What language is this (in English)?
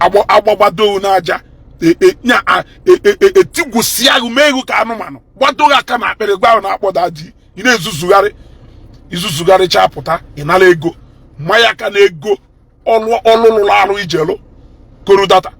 Igbo